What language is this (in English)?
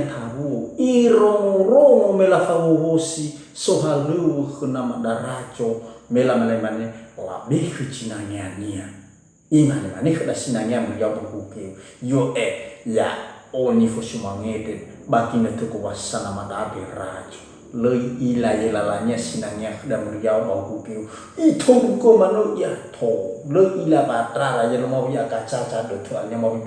Nias